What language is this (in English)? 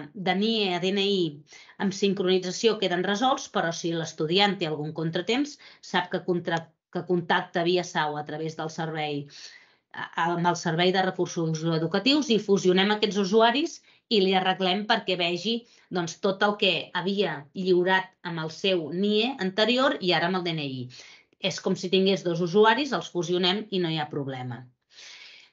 Catalan